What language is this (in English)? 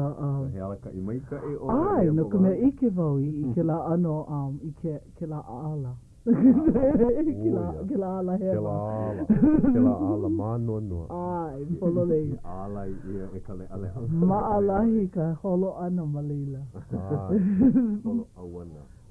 Hawaiian